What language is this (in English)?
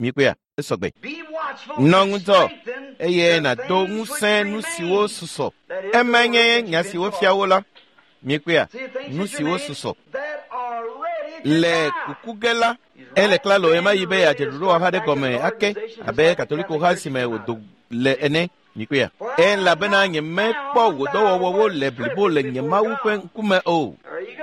Ewe